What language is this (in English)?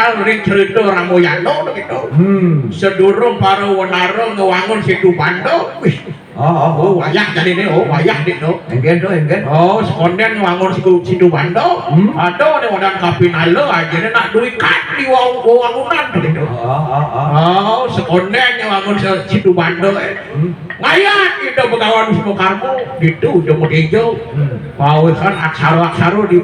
Balinese